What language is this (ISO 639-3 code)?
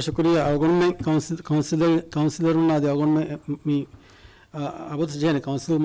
div